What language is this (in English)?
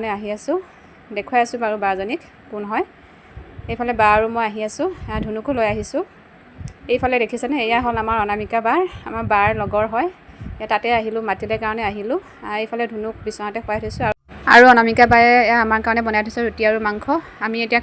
Assamese